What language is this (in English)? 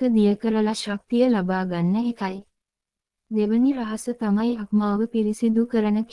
Sinhala